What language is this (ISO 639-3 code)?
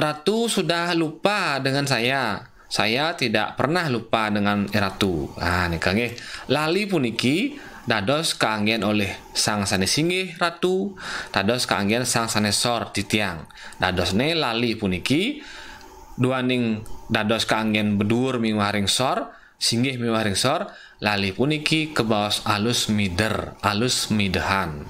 ban